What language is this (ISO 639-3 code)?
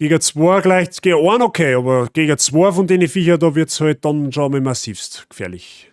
bar